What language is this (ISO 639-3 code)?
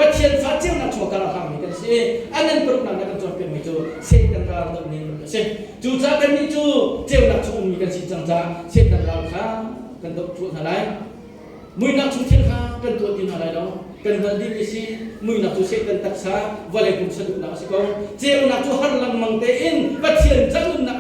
cnh